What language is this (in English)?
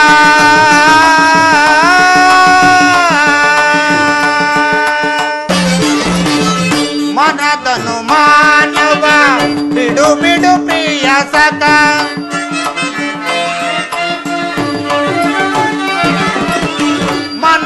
Kannada